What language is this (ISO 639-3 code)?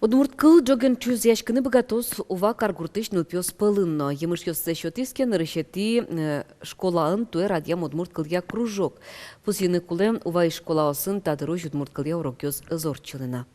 udm